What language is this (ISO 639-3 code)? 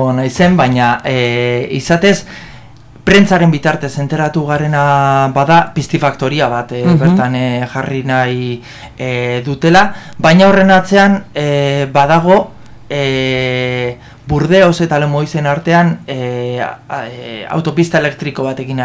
eus